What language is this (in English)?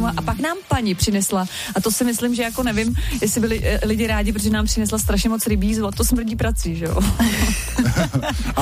Czech